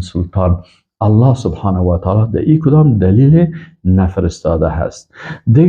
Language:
Persian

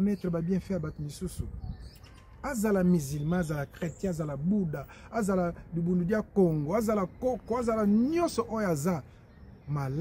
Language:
Lingala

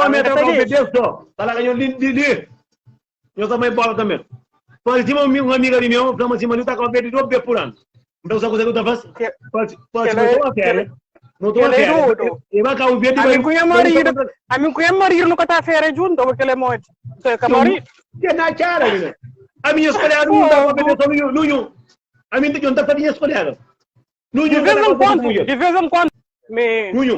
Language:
Kabuverdianu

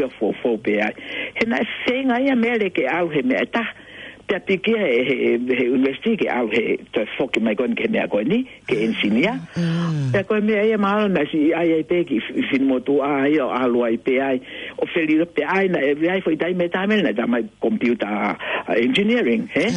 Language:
Tongan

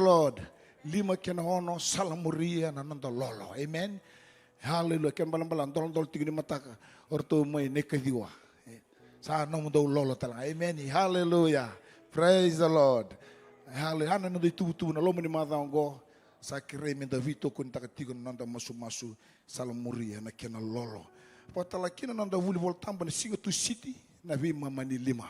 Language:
Fijian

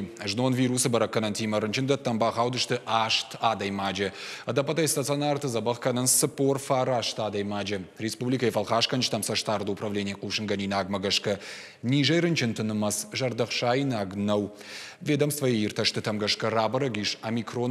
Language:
Ossetic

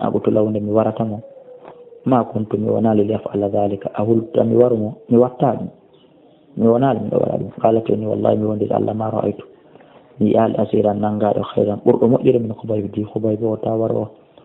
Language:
Fula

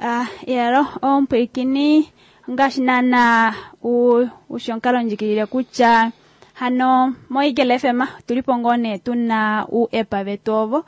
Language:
Kuanyama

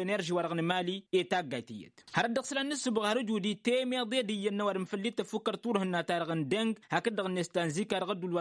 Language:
Tamasheq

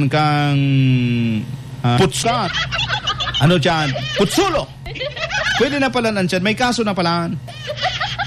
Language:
Filipino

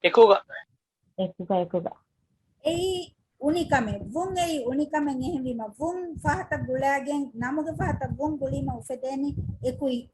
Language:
Divehi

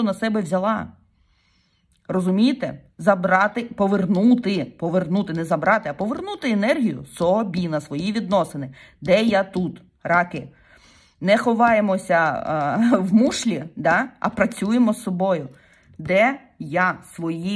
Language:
Ukrainian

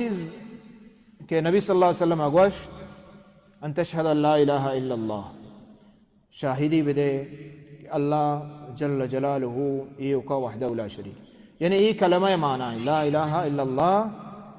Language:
Baluchi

